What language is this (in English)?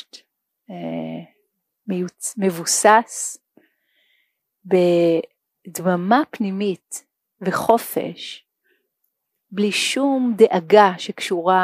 Hebrew